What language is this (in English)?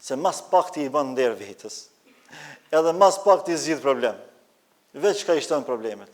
Albanian